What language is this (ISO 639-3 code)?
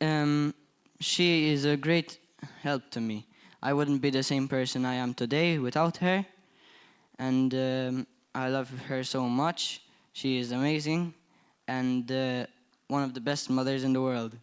eng